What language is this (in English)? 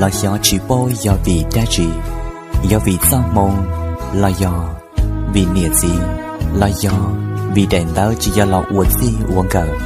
Hmong